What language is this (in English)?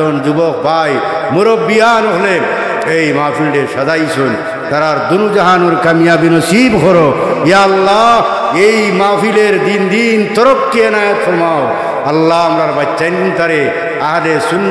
Sylheti